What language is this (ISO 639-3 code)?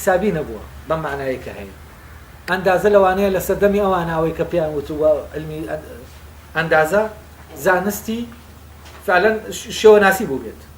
ckb